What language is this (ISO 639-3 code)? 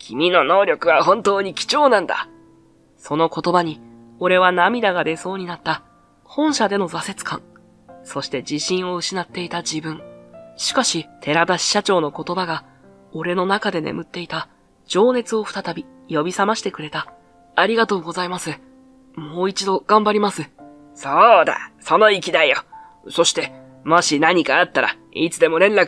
jpn